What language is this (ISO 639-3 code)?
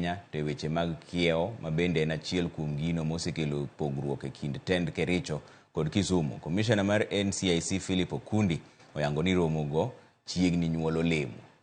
luo